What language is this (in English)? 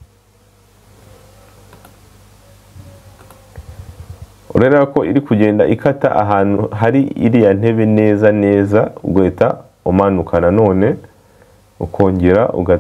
Kinyarwanda